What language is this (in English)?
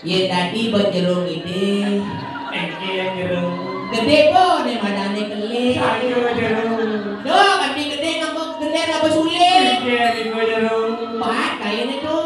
Balinese